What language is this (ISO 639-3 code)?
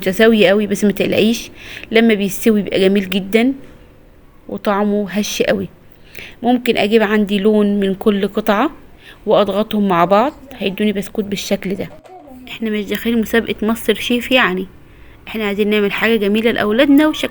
arz